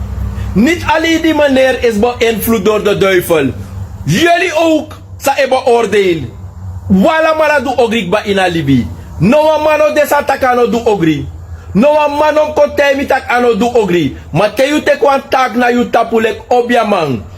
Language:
Sranan Tongo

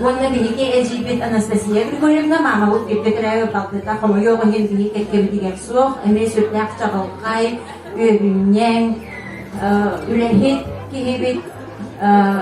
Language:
Yakut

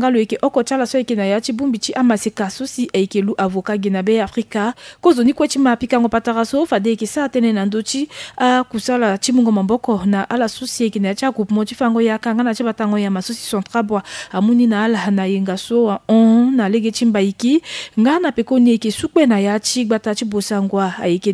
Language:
Sango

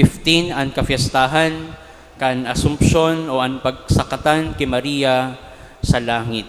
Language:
Bikol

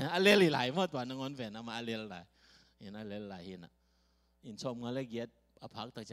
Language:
Tedim Chin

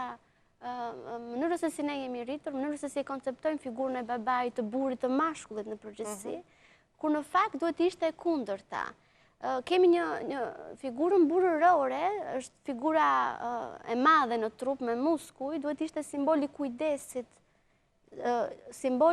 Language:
Albanian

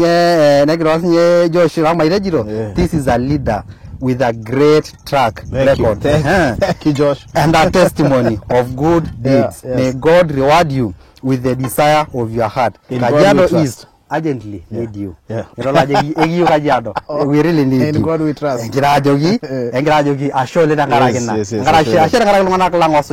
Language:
Masai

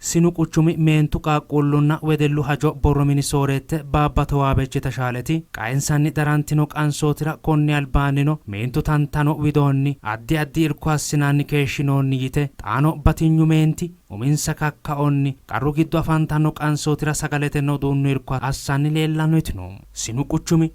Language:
Sidamo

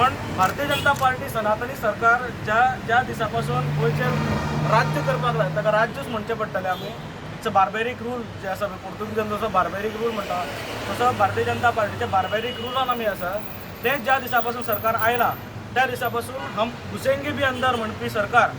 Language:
Konkani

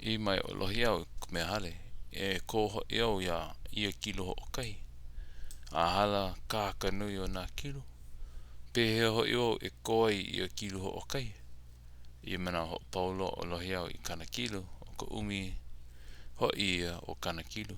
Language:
Hawaiian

